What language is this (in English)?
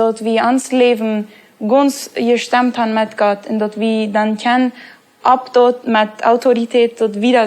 Plautdietsch